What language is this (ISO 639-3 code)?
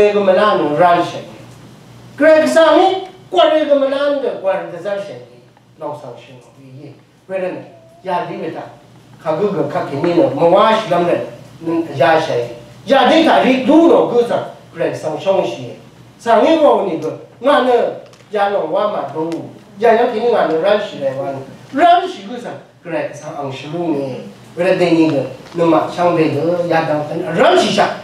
raw